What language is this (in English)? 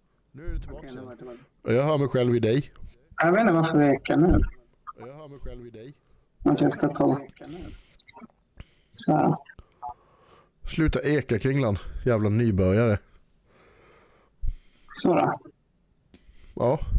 Swedish